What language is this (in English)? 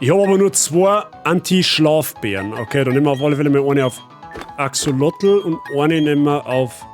Bavarian